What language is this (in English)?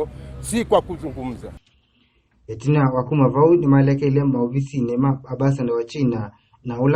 Kamba